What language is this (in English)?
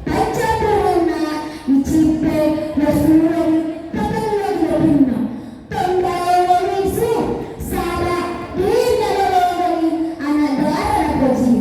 Buginese